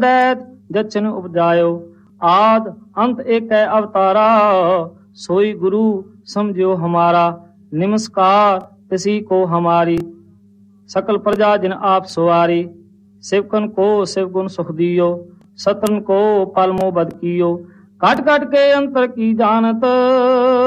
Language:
Punjabi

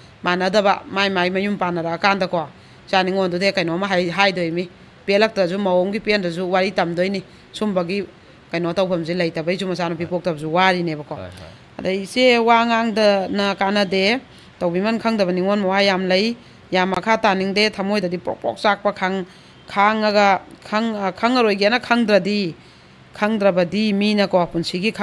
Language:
Manipuri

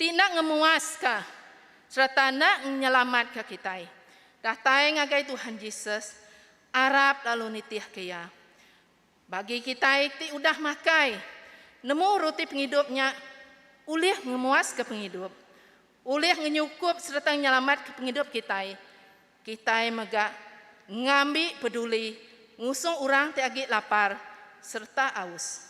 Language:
Iban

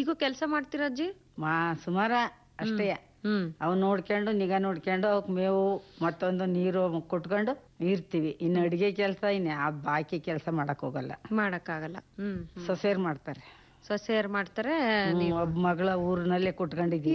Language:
Kannada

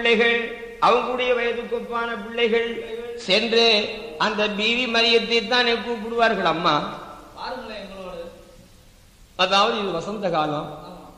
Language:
Tamil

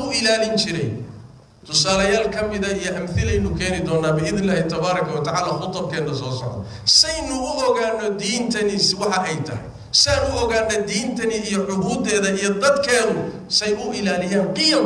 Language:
Somali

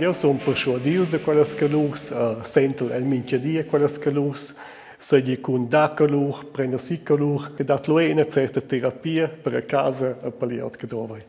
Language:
Romansh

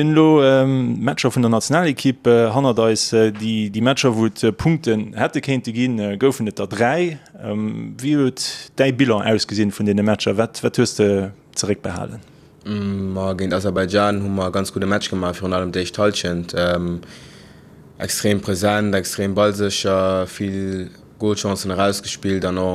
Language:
Luxembourgish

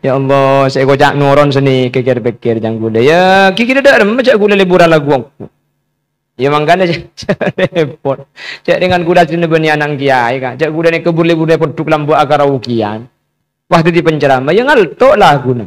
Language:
Madurese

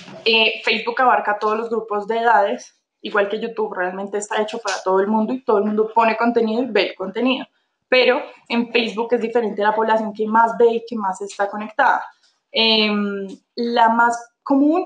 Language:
Spanish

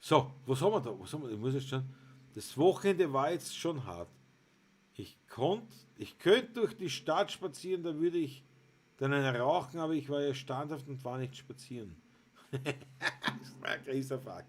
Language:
Bavarian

